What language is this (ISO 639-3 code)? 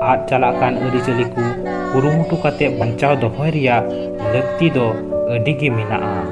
sat